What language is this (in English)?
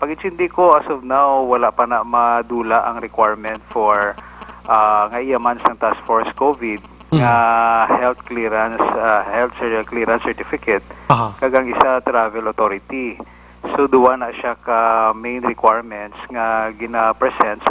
Hiligaynon